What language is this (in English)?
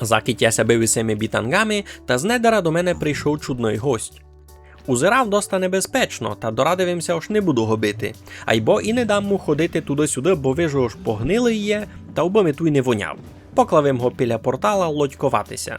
Rusyn